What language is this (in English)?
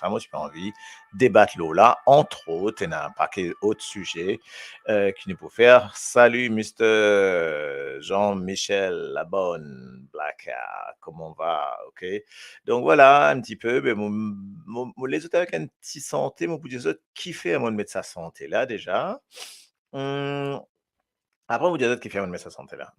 Morisyen